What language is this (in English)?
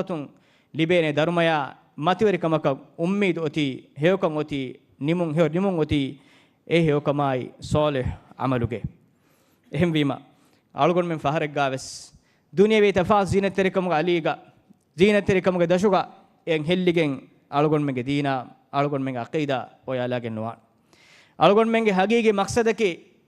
Divehi